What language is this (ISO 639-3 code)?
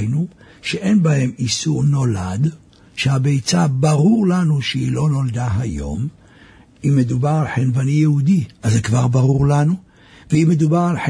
heb